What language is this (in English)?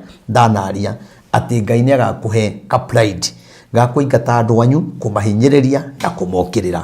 Kikuyu